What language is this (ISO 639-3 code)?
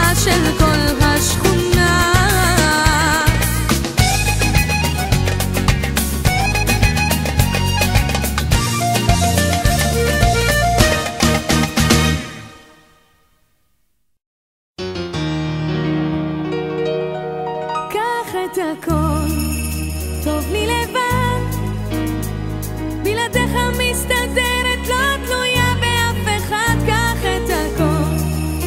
heb